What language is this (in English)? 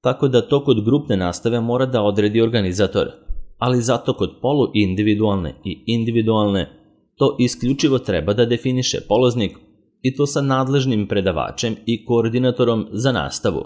Serbian